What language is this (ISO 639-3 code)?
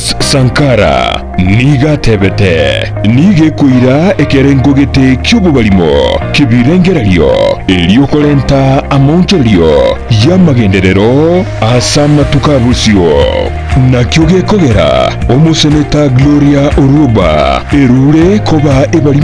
guz